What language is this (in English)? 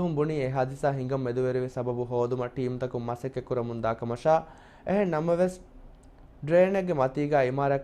Divehi